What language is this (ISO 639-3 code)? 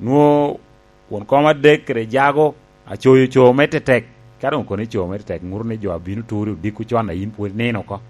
laj